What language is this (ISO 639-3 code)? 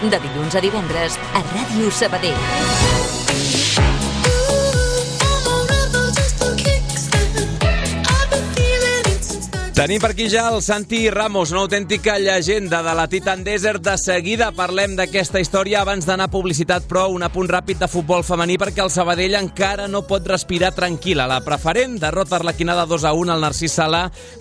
cat